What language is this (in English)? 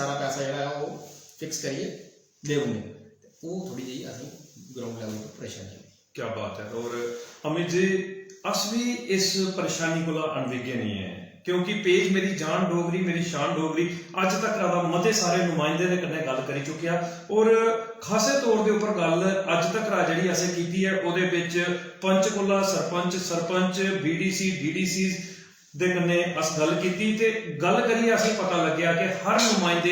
Dogri